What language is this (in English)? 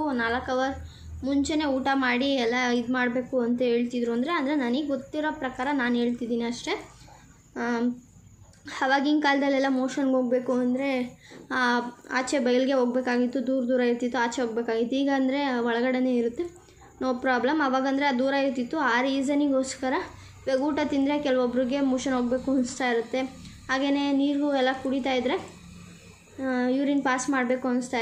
Kannada